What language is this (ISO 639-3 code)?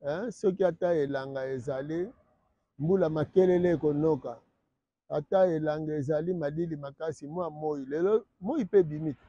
lin